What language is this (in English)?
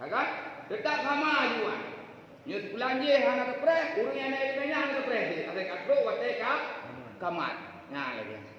Achinese